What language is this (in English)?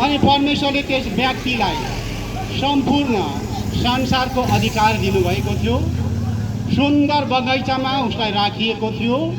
Nepali